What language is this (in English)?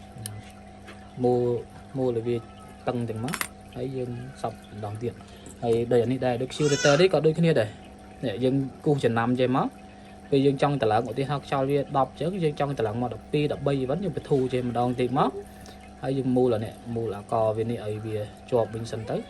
Khmer